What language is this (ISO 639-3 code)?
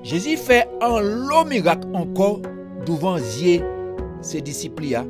gcf